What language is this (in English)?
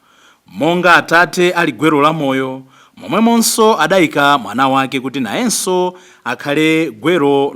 Nyanja